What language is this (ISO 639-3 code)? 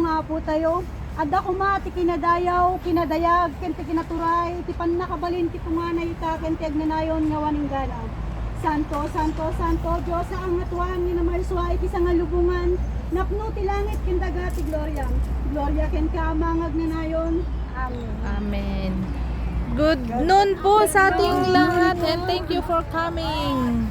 ilo